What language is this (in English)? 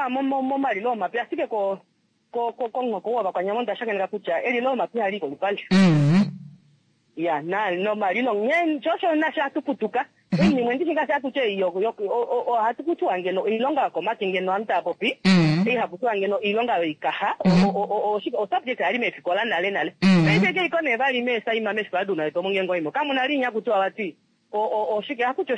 Kuanyama